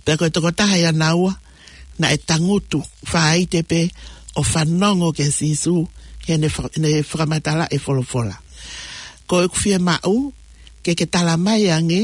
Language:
Tongan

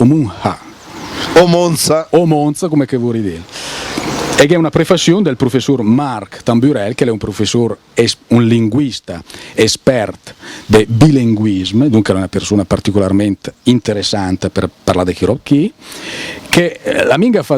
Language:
Lombard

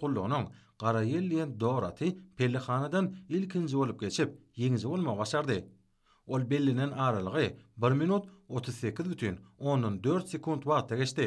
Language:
Turkmen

